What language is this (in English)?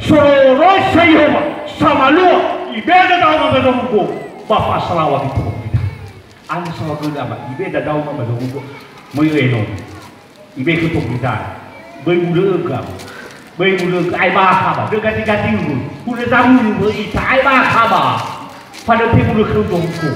Nias